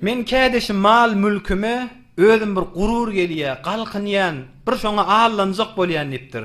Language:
Turkmen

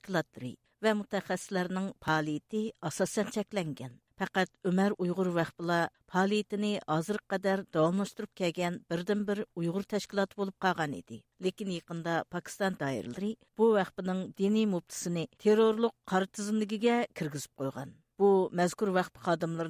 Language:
Uyghur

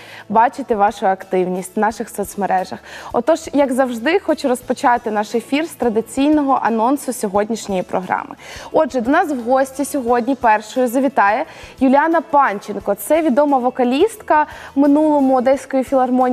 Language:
Ukrainian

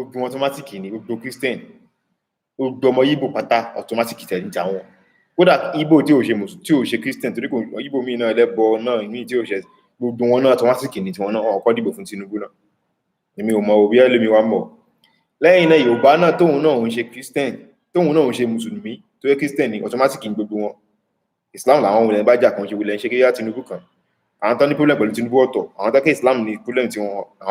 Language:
Yoruba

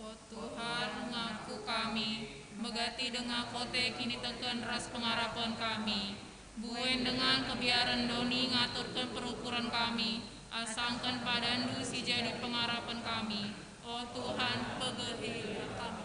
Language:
Batak Karo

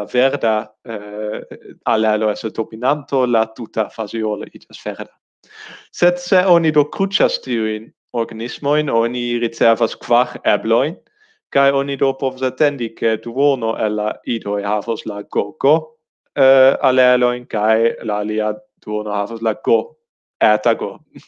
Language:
Esperanto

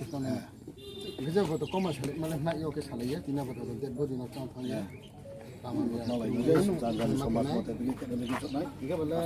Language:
Riang (India)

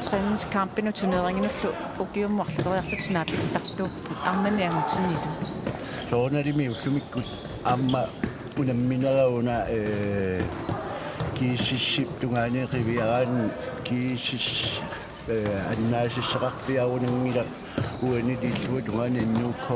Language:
Kalaallisut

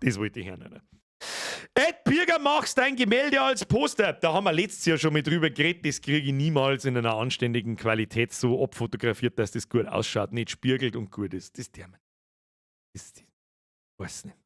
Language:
Bavarian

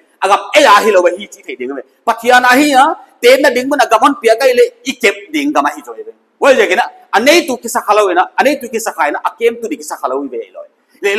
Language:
Paite Chin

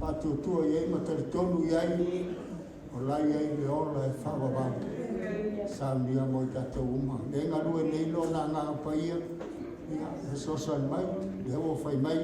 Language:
Samoan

